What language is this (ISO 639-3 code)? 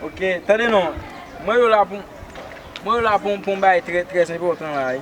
hat